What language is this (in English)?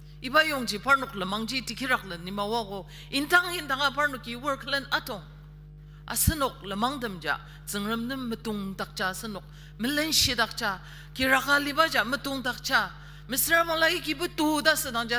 Ao Naga